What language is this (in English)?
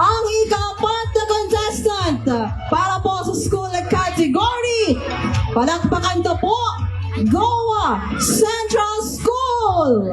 Hiligaynon